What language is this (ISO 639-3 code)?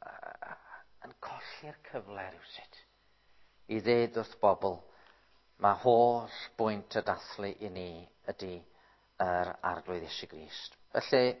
cym